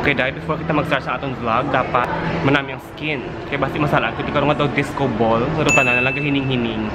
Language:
Hiligaynon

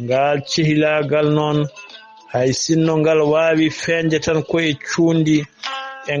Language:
Fula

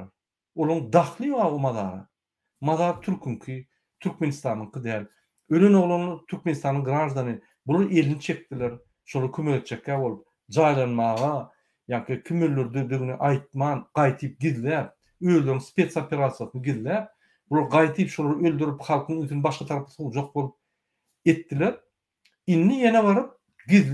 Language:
Turkmen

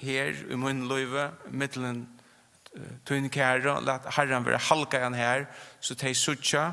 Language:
Faroese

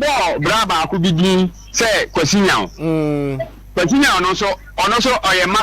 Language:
Akan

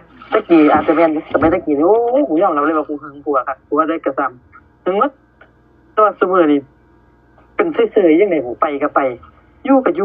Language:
Northeastern Thai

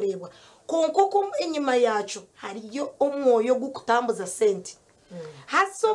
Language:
Nyankole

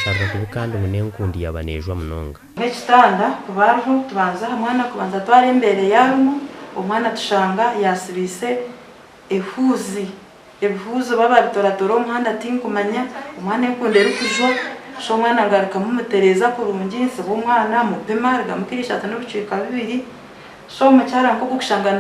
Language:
Nyankole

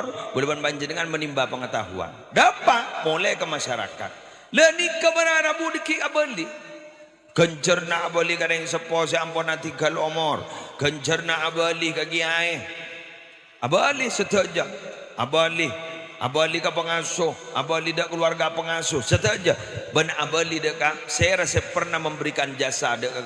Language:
Madurese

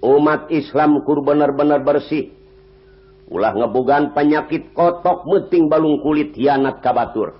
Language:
Sundanese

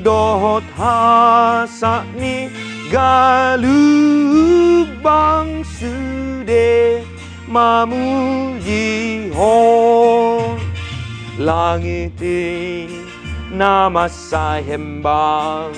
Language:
Batak Toba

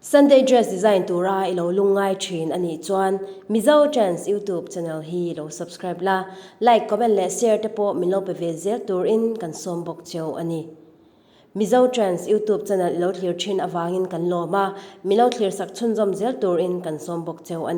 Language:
Mizo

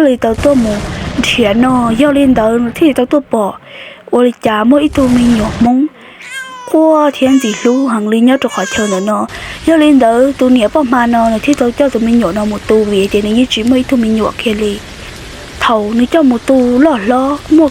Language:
Hmong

